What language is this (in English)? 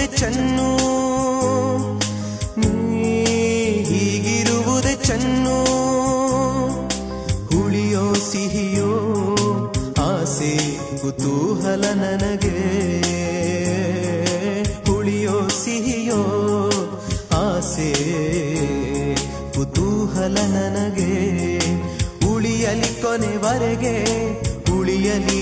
Kannada